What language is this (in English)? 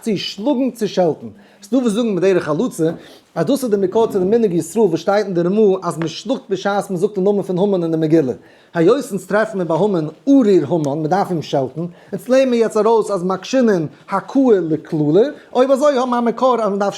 Yiddish